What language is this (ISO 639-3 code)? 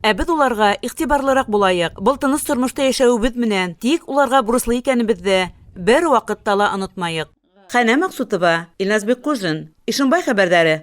bak